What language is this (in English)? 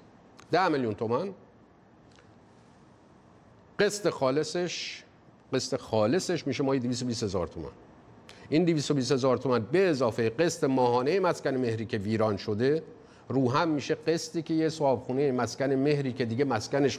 Persian